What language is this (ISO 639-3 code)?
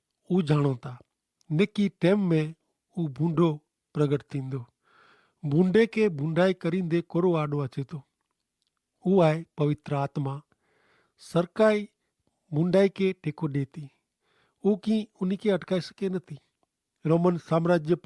kfr